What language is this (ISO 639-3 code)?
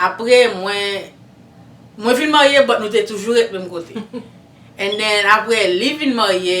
hat